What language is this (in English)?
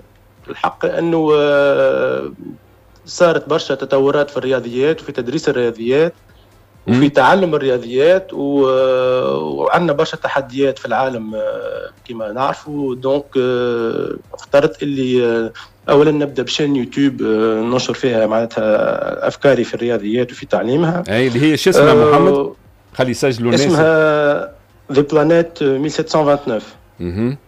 Tunisian Arabic